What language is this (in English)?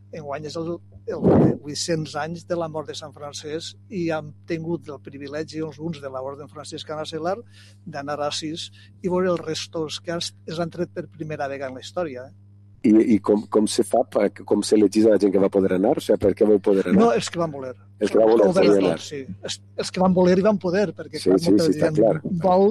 Catalan